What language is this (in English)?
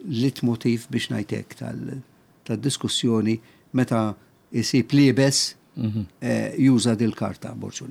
Maltese